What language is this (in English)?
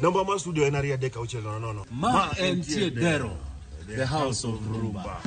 Luo (Kenya and Tanzania)